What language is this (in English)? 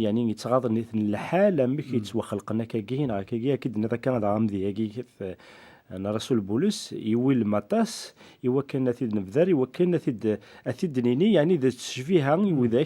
Kabyle